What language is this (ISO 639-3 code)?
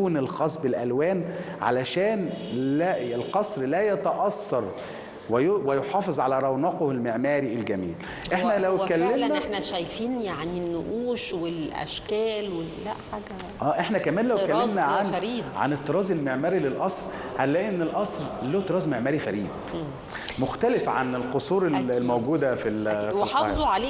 arz